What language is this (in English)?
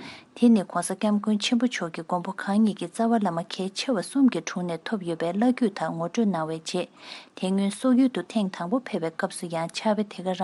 Tibetan